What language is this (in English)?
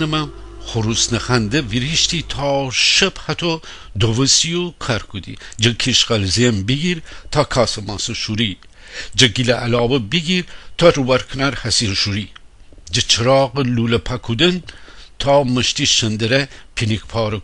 Gilaki